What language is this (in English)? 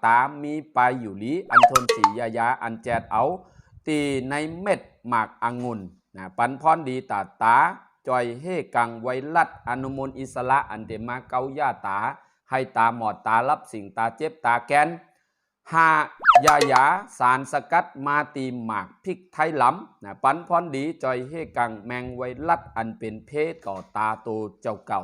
Shan